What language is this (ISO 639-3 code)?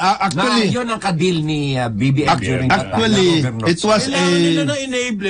fil